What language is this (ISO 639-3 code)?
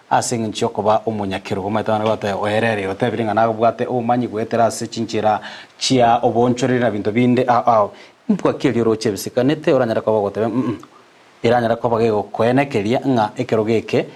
guz